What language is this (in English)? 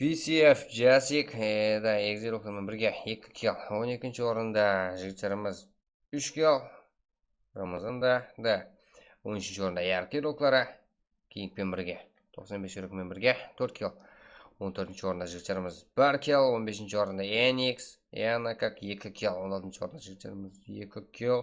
Kara-Kalpak